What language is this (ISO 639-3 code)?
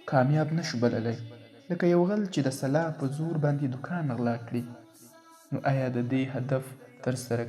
pus